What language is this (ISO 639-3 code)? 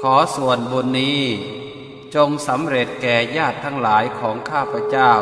pli